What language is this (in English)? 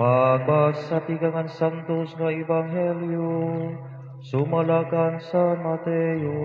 Waray